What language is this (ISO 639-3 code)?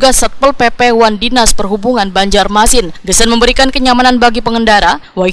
bjn